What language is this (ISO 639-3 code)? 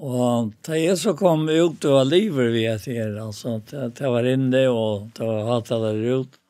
fao